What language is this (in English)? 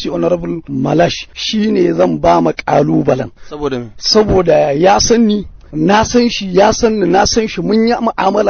Hausa